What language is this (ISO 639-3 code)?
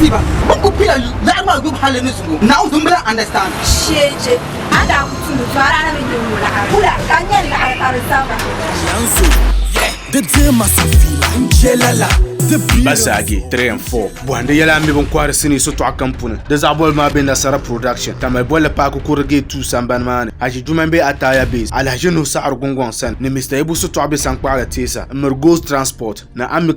dag